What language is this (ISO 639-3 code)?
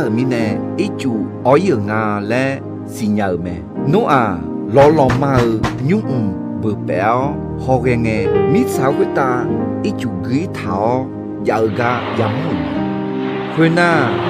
ahk